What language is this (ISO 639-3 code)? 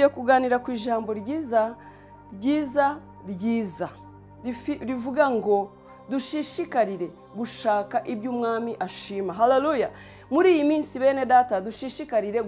kin